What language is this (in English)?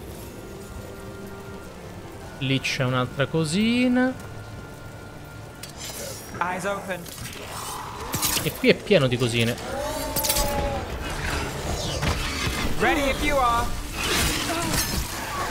Italian